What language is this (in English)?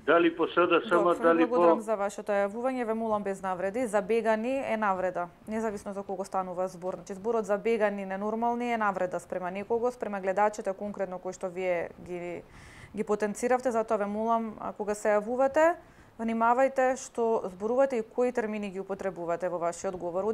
Macedonian